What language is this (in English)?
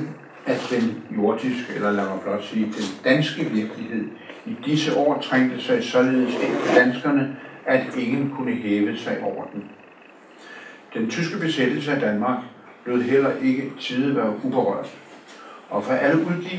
Danish